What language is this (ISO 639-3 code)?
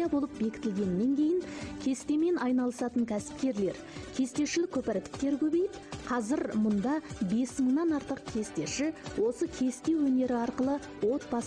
kaz